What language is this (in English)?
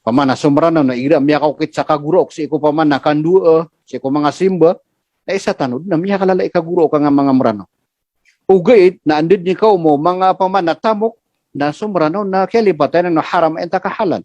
Maranao